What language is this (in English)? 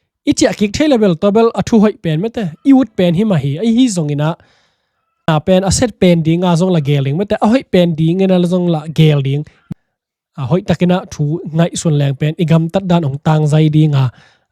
Tedim Chin